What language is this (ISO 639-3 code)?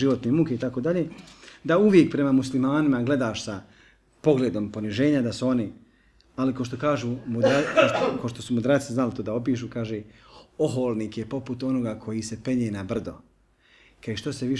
bos